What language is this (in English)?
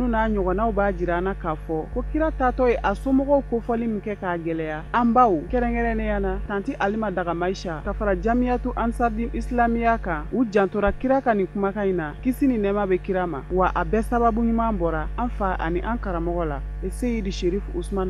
Bambara